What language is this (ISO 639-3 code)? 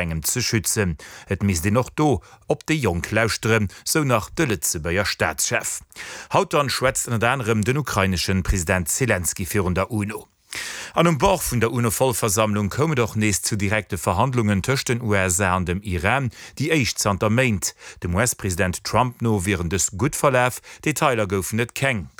ltz